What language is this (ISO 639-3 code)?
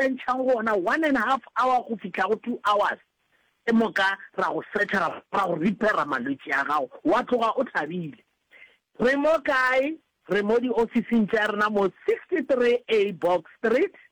nso